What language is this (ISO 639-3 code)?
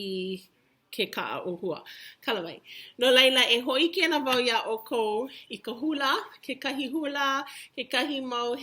haw